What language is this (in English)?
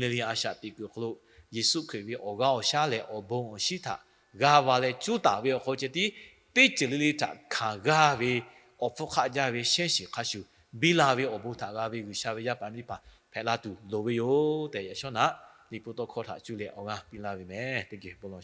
Lahu